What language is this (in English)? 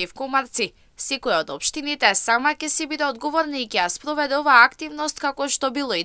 Macedonian